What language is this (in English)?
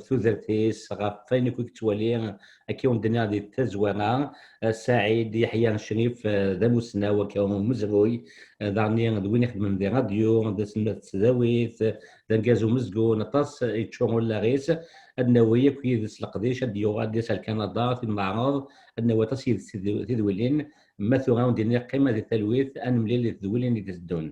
Kabyle